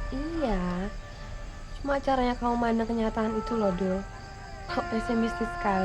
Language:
Betawi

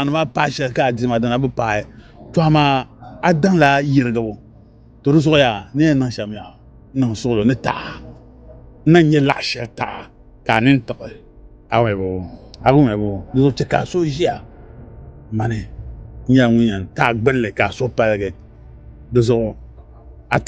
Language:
Dagbani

